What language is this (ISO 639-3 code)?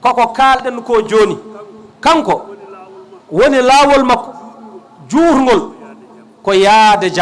ful